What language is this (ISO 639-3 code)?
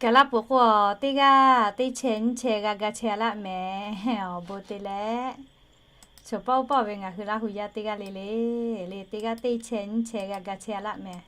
lhu